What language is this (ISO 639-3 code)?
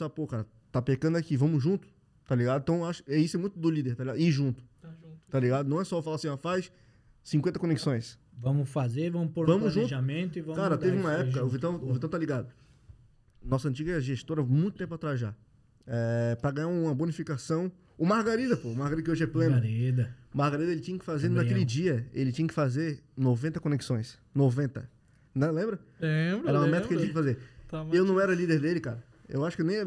por